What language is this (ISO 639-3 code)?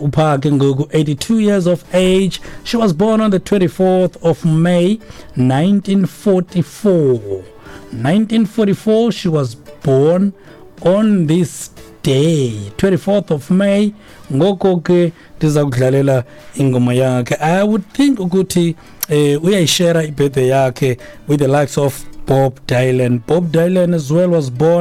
xho